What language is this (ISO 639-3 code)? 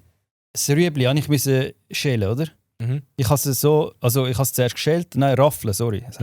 gsw